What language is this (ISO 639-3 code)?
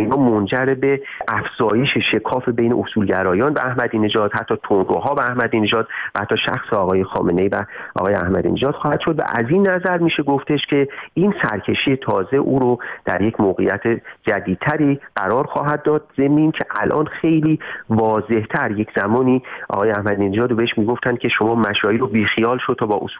fas